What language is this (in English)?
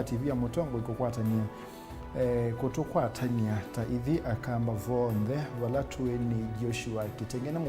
Kamba